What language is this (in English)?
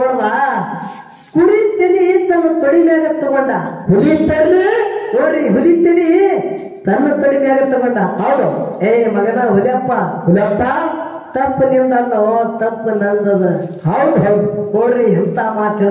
Kannada